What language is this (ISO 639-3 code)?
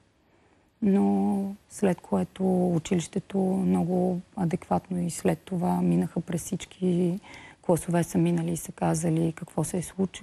bul